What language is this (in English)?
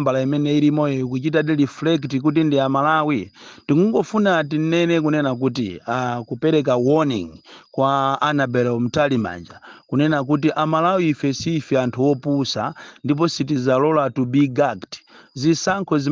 Nyanja